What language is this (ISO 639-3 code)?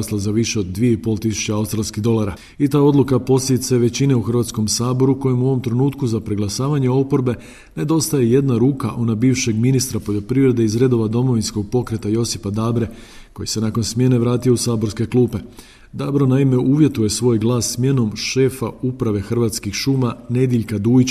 hrv